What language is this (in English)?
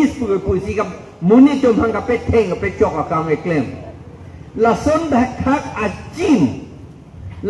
Karbi